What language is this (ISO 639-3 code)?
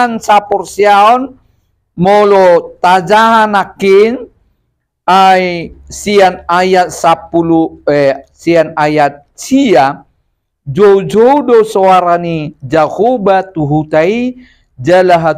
bbc